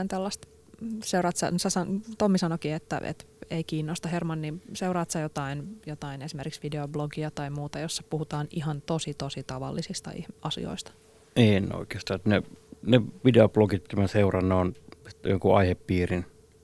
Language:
Finnish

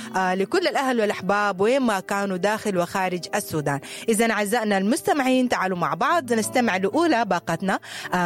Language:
Sudanese Arabic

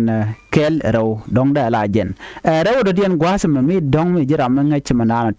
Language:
Nuer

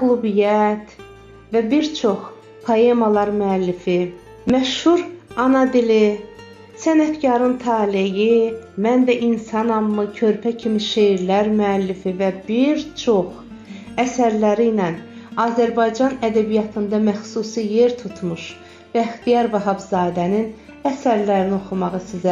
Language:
Azerbaijani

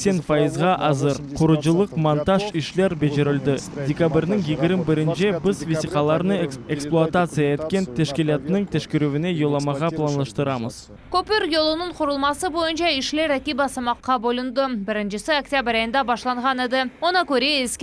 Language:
Crimean Tatar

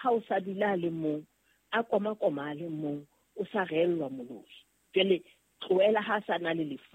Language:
Southern Sotho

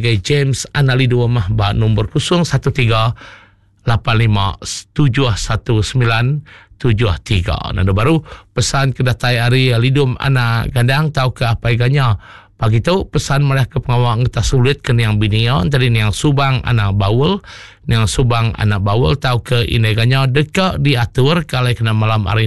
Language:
Iban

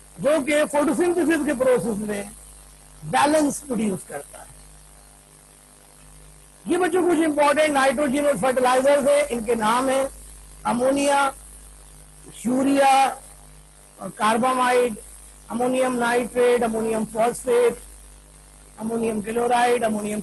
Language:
Hindi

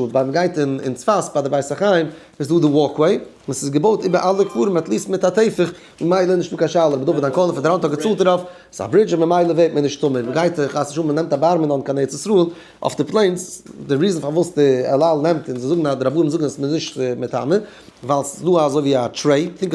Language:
Yiddish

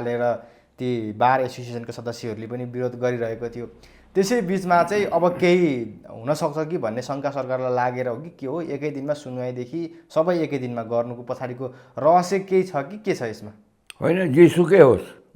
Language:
Nepali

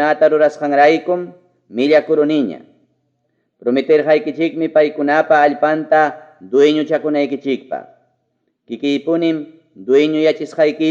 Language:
Ayacucho Quechua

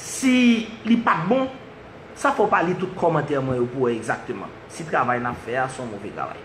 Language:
Haitian Creole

